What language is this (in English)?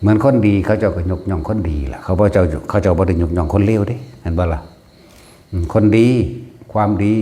Northeastern Thai